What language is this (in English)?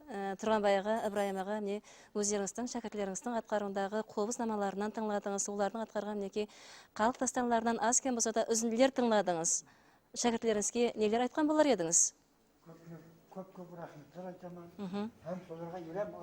Kara-Kalpak